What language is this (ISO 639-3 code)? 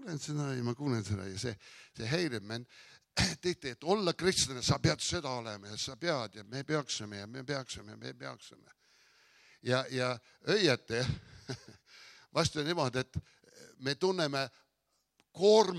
est